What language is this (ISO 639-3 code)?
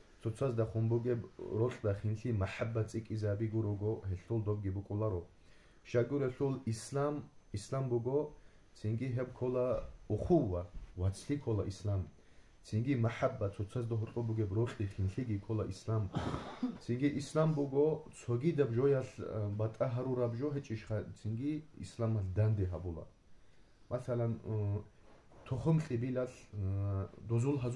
ava